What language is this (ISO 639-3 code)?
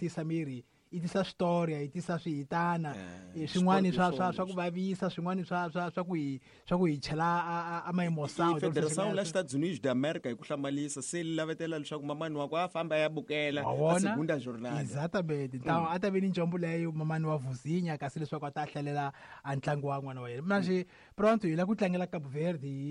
tso